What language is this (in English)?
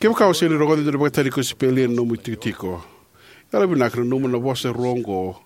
Fijian